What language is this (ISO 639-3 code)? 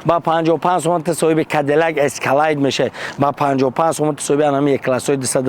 tgk